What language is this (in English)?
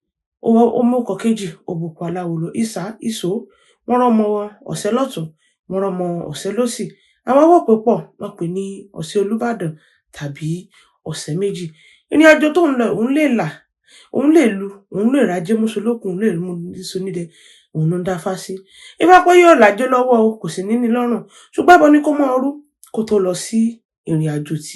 Yoruba